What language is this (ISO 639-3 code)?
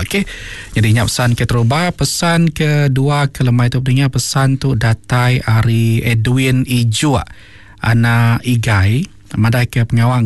iba